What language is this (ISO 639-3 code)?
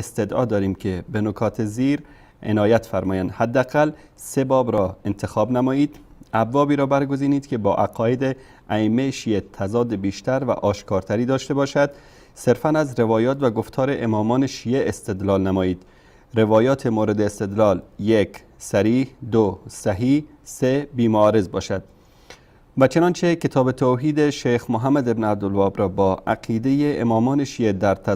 fas